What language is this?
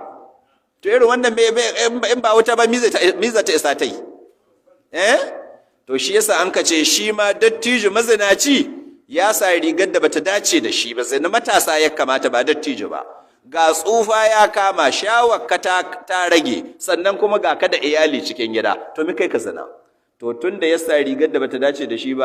Hausa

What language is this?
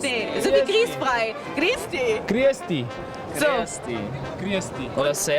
Bavarian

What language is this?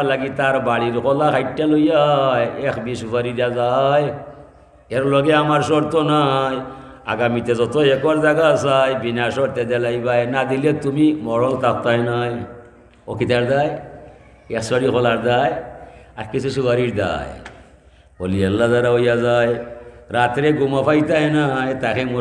Sylheti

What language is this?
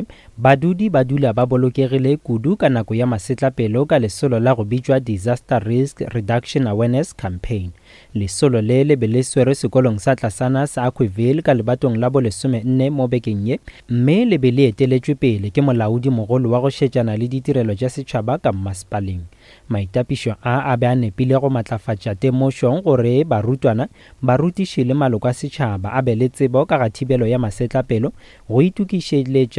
Northern Sotho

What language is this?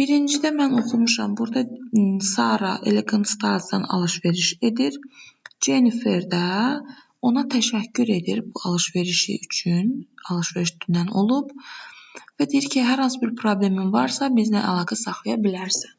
Azerbaijani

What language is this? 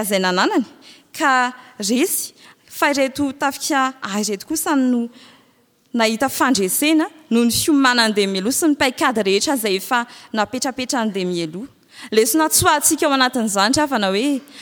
Malagasy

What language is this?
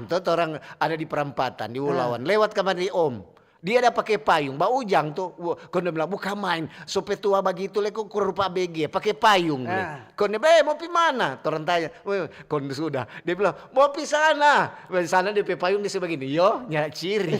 Manado Malay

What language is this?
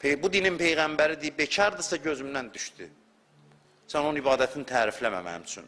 Azerbaijani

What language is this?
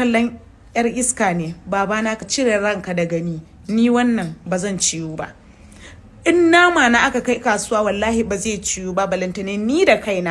Hausa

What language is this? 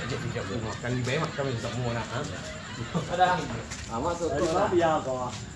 Minangkabau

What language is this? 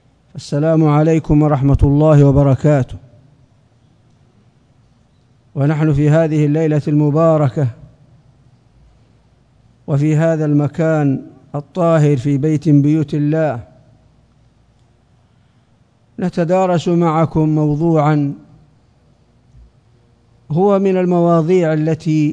Arabic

